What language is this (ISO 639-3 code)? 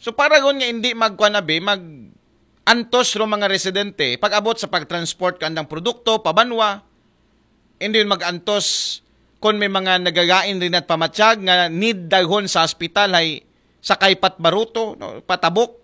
akl